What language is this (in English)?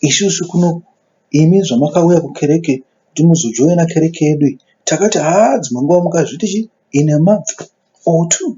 Shona